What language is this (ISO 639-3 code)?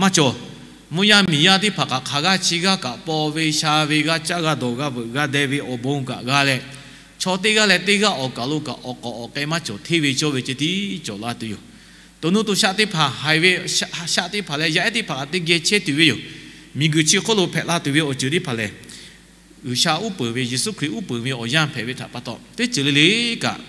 lhu